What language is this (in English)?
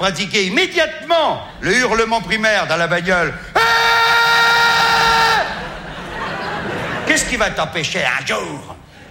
French